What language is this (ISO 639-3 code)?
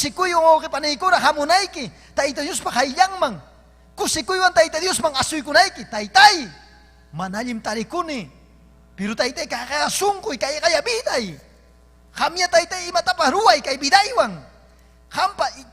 quy